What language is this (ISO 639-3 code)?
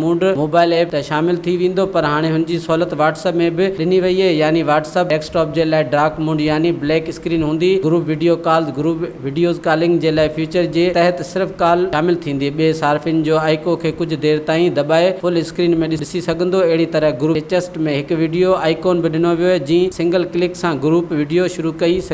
snd